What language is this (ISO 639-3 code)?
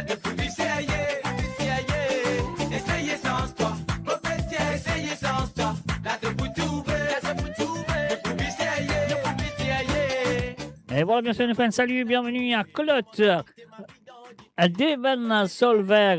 mfe